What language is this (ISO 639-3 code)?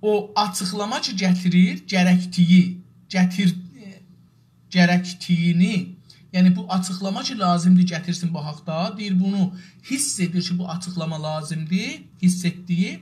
azb